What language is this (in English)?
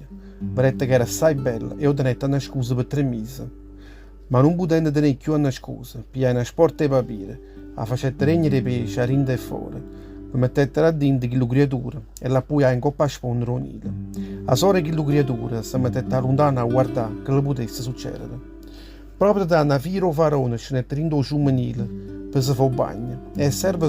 Neapolitan